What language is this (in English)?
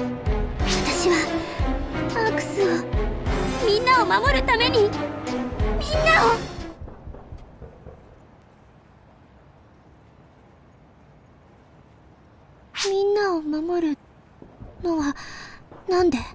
Japanese